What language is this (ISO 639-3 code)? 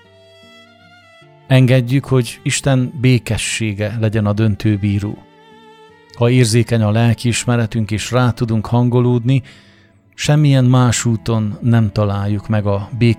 hun